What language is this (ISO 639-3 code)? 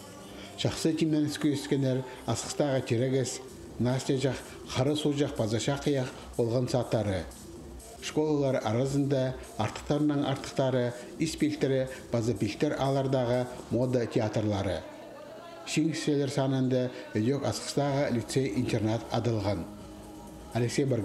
kjh